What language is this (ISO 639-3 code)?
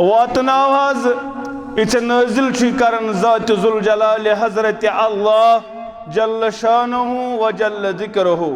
kas